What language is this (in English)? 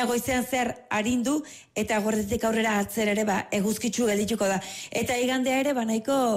Basque